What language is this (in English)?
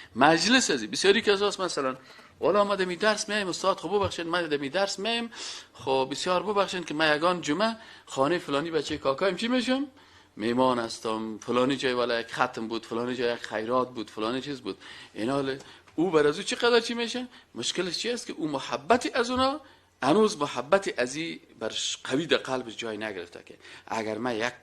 Persian